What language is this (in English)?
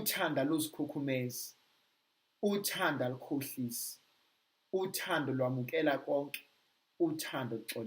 Zulu